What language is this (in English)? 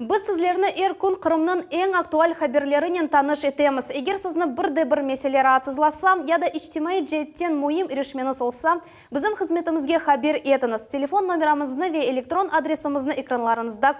Crimean Tatar